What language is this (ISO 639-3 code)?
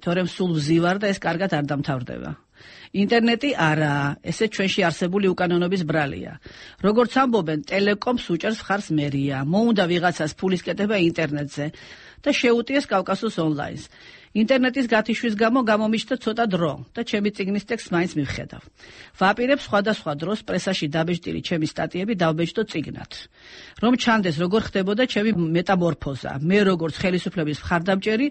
kat